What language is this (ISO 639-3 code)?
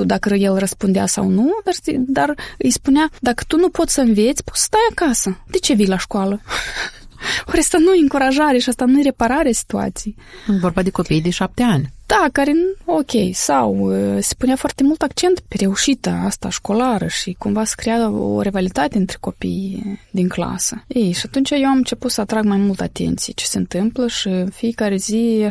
ron